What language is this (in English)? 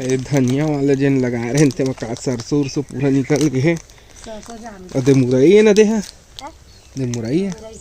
Chhattisgarhi